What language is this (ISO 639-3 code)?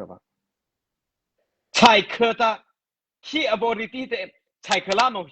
mrh